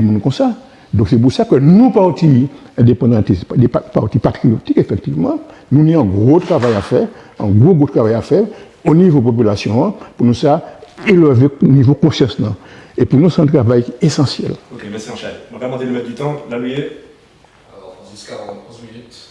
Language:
Guadeloupean Creole French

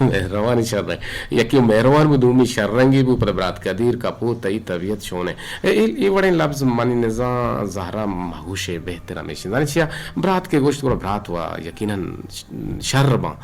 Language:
Eastern Balochi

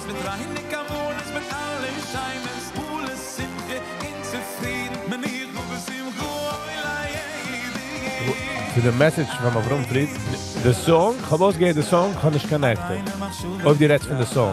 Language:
Yiddish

